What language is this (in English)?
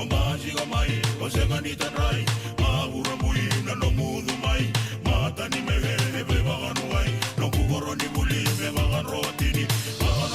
Fijian